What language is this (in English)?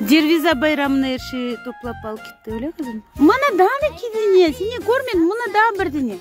Crimean Tatar